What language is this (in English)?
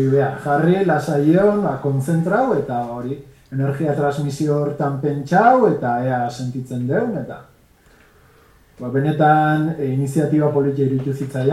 Basque